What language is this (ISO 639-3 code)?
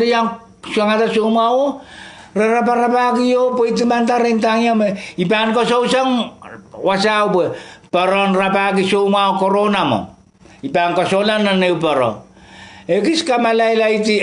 pon